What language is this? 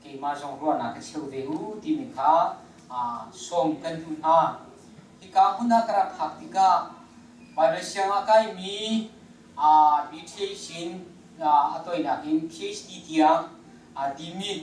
Hakha Chin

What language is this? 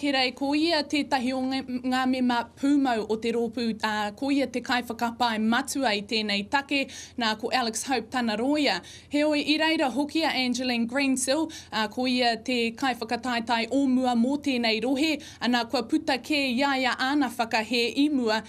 Māori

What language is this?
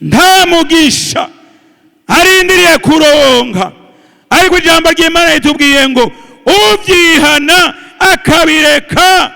Rundi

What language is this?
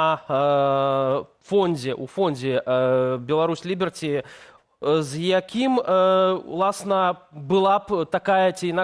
Belarusian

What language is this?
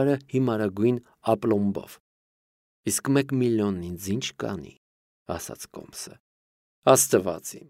Armenian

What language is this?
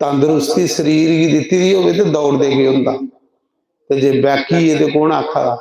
Dogri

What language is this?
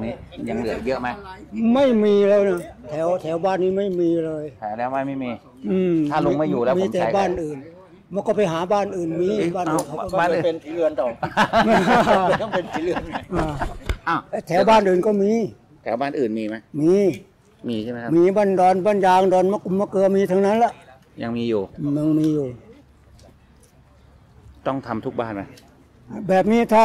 Thai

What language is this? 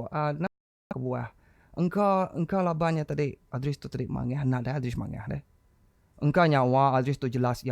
Iban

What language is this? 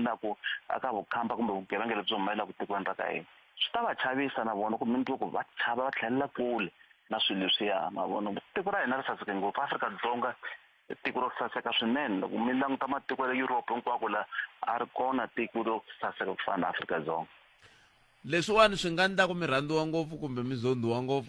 Tsonga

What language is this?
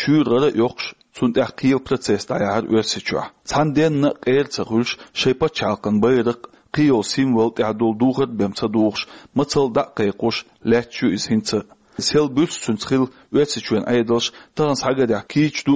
Chechen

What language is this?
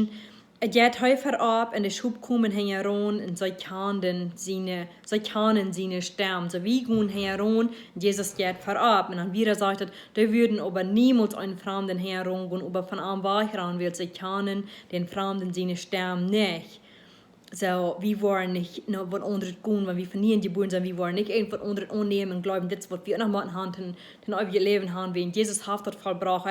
Plautdietsch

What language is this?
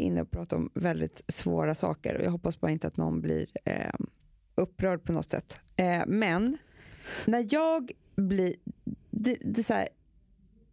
Swedish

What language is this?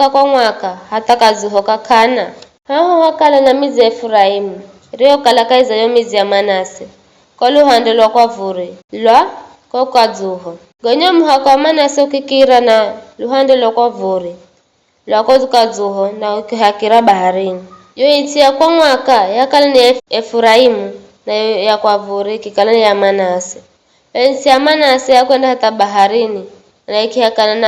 Giryama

